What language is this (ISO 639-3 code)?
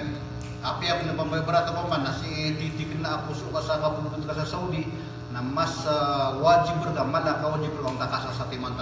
mrw